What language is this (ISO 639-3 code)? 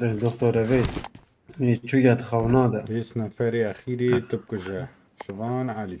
kur